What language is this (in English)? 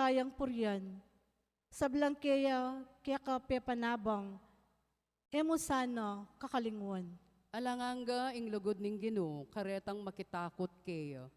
Pampanga